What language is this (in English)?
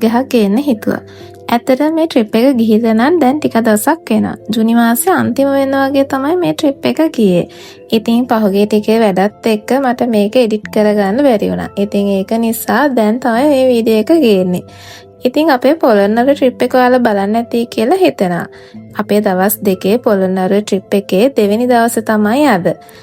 Sinhala